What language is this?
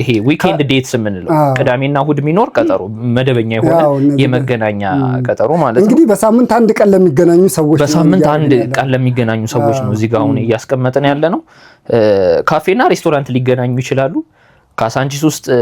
Amharic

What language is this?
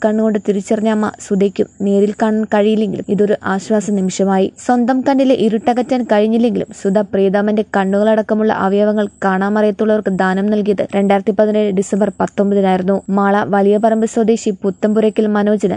Malayalam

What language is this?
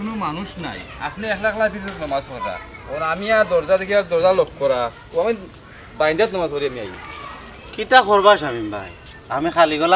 Sylheti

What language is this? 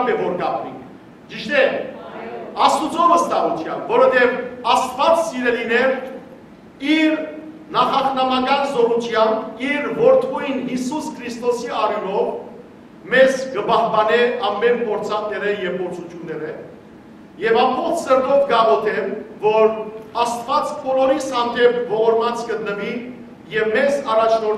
Western Armenian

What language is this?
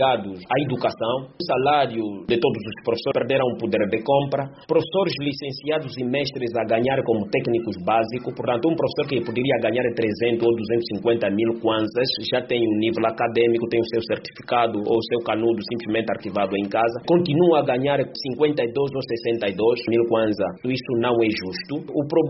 Portuguese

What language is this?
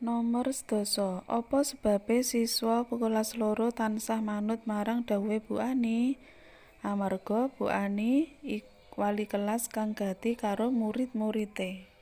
Javanese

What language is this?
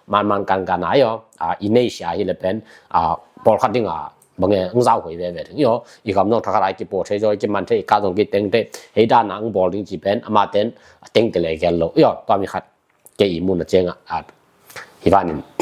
Tedim Chin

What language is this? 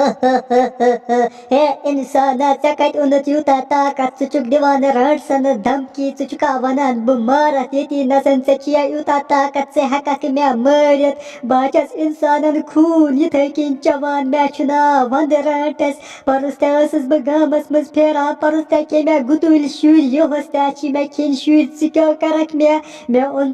Kashmiri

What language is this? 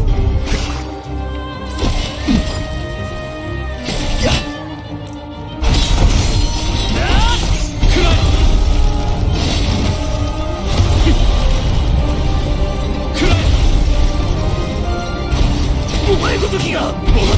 Japanese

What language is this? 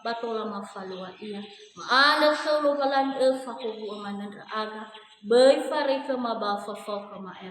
Nias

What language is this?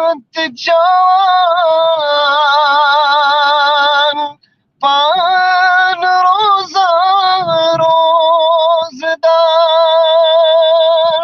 Kashmiri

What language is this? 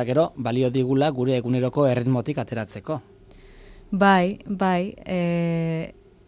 Basque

